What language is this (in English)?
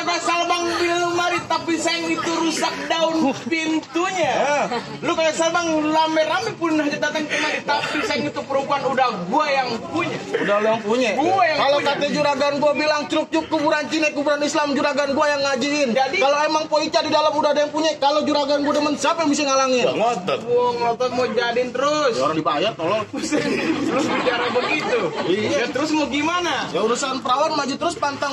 Betawi